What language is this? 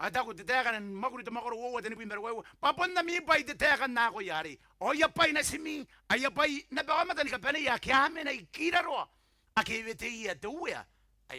Gilbertese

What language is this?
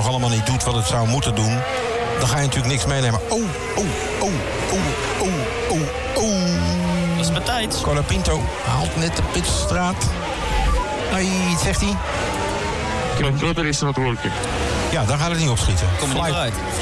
Dutch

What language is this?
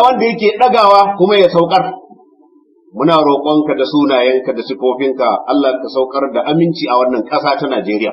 Hausa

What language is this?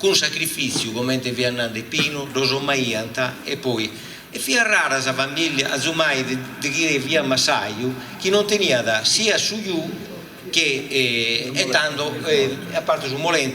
Sardinian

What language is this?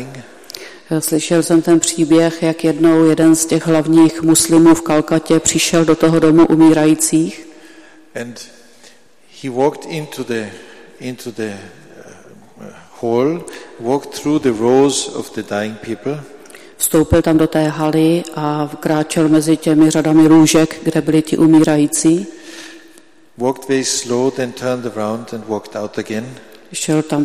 Czech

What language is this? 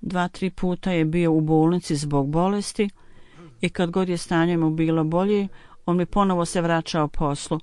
Bosnian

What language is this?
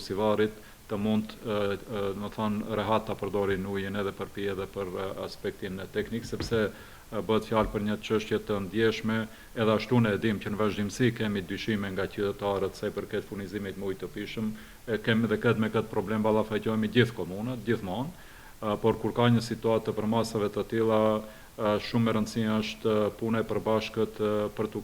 Albanian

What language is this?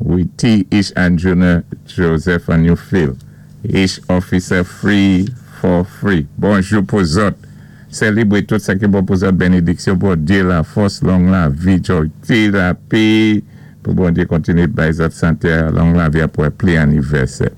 Saint Lucian Creole French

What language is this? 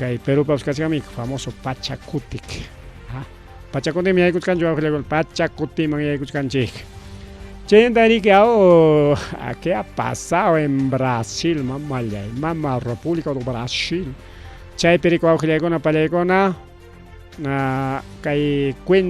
Ayacucho Quechua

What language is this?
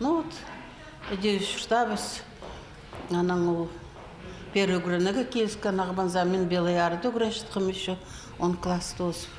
Khakas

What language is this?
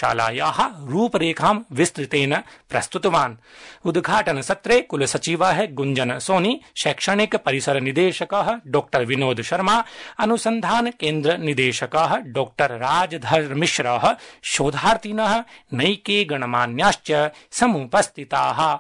Sanskrit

